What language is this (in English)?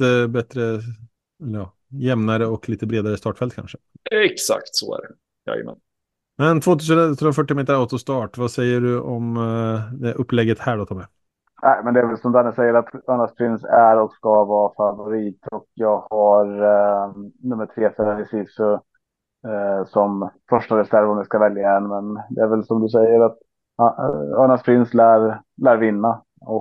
Swedish